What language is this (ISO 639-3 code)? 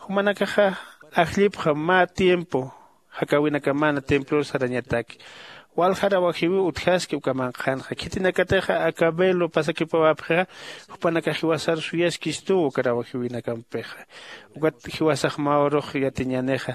aym